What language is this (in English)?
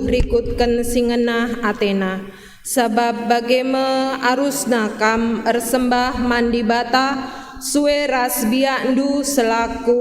Batak Karo